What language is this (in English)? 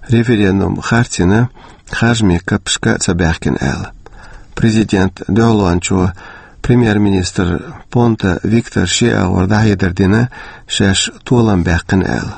Chechen